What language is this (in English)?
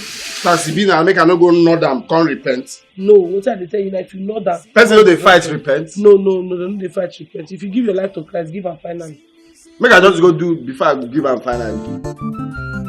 Nigerian Pidgin